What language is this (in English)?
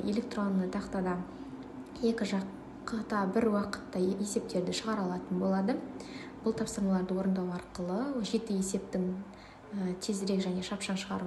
Kazakh